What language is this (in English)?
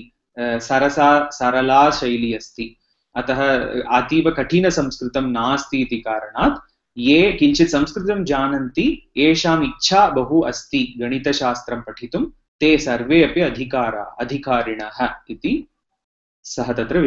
Sanskrit